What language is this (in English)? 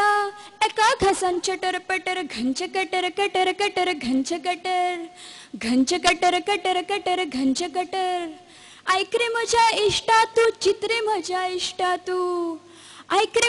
Konkani